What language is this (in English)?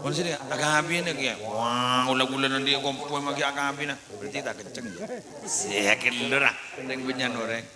Madurese